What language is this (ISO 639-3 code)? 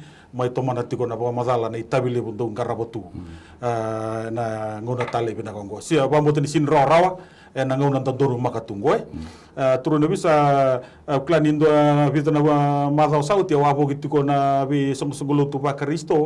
fij